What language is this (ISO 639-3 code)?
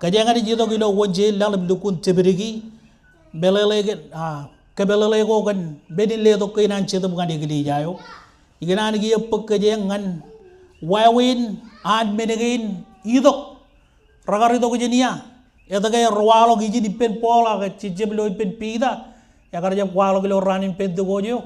mah